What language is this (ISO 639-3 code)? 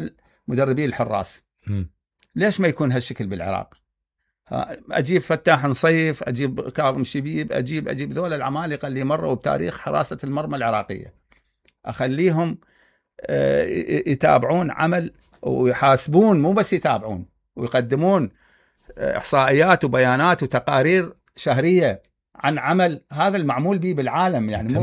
acm